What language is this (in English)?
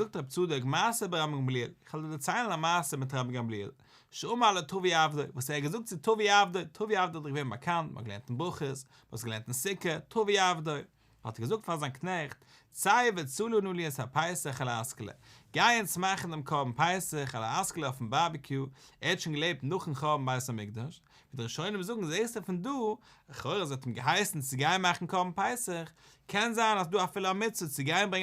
Yiddish